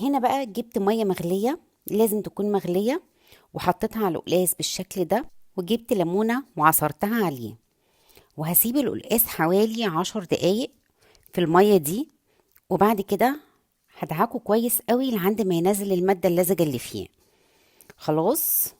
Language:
Egyptian Arabic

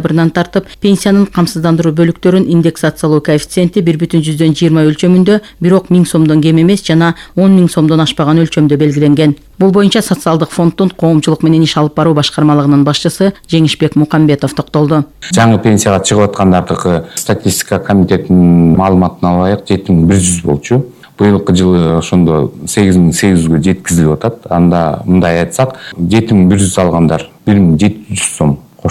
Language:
Kyrgyz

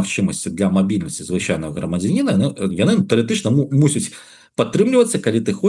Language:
Belarusian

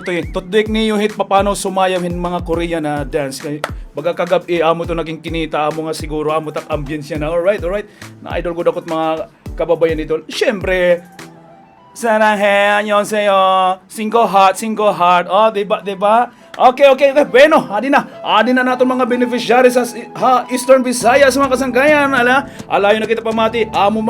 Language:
Waray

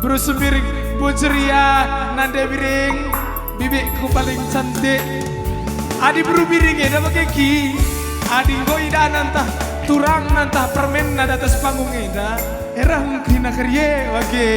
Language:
Batak Karo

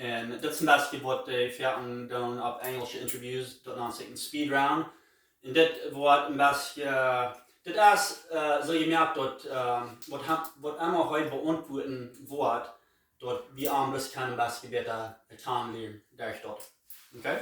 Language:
Plautdietsch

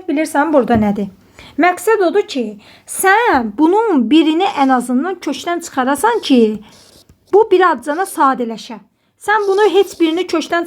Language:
Azerbaijani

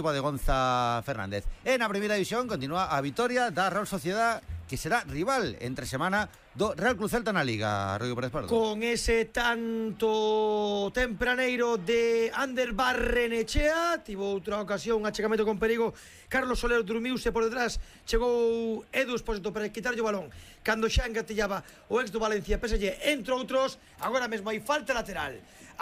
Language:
Galician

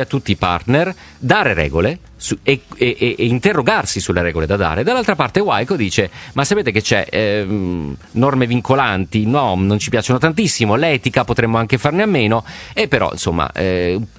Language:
Italian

